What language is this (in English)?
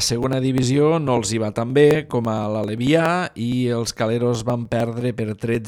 Catalan